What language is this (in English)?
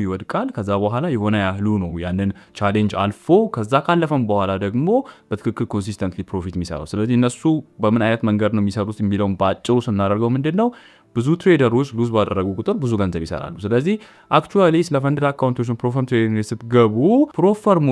Amharic